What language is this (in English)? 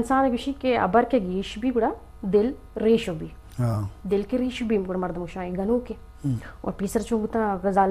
Eastern Balochi